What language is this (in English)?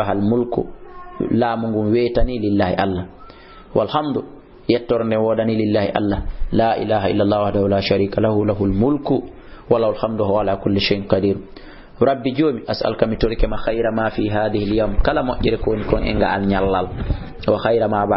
Fula